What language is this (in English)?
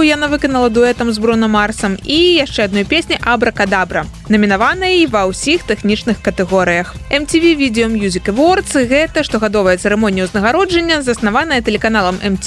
Belarusian